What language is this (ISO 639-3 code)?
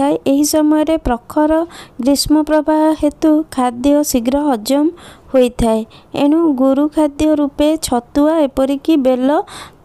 ori